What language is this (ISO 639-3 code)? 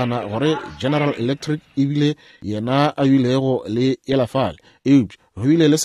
nso